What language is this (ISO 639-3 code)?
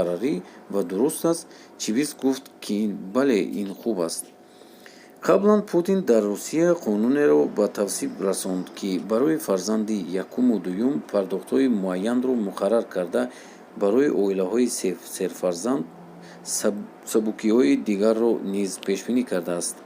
tgk